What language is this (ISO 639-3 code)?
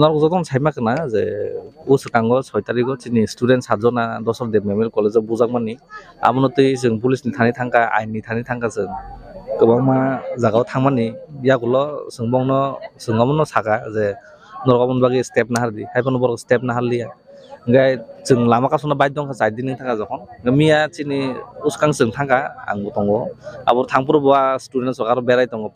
trp